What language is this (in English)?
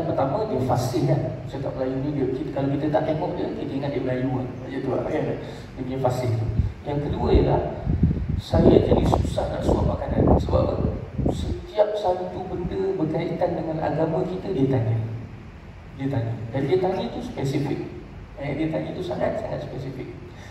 Malay